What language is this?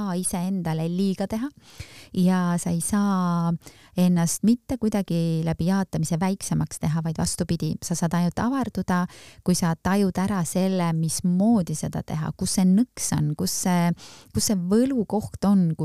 Estonian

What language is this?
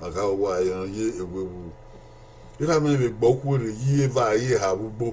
Bini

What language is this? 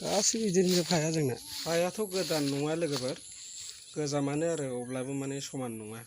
Bodo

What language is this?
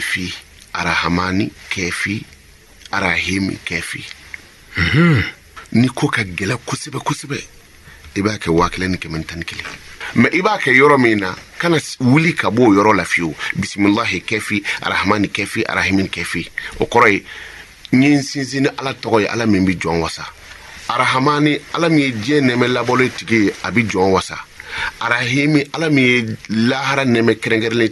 Bambara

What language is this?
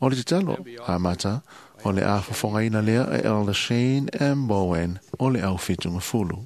Samoan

